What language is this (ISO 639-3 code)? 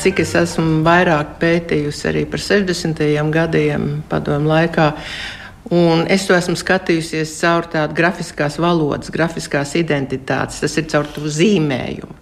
lav